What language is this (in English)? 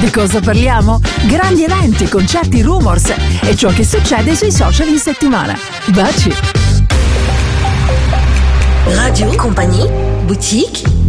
Italian